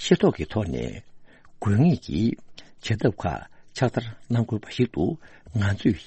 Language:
Tibetan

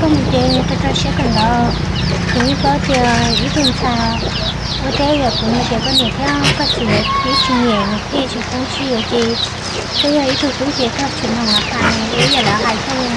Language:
Hmong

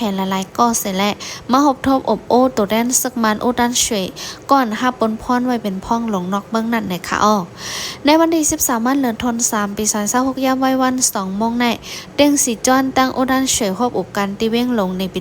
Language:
Shan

